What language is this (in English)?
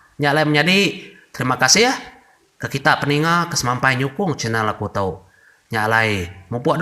Iban